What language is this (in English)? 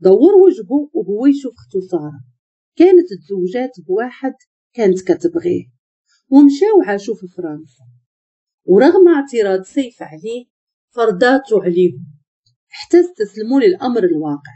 Moroccan Arabic